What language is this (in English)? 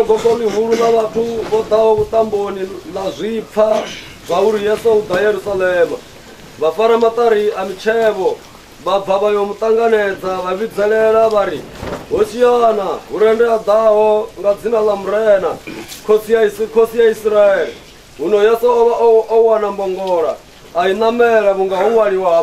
Venda